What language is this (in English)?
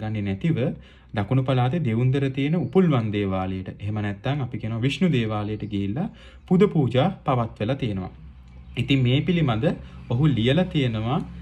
Sinhala